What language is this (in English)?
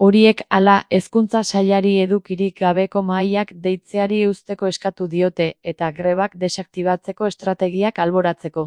Basque